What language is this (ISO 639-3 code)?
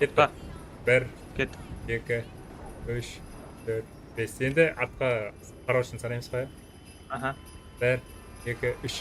kaa